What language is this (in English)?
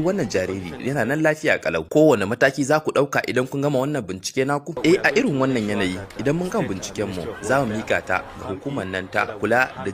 Hausa